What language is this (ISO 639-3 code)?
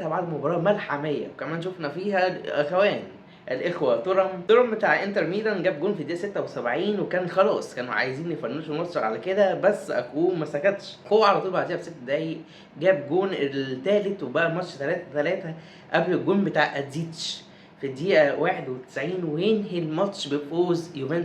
arz